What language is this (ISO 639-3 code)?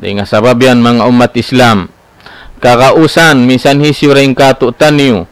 tsg